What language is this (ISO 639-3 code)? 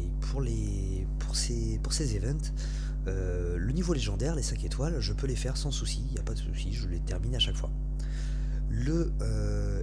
fra